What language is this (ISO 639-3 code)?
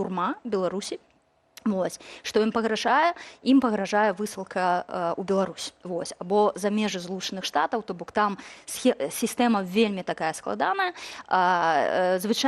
bel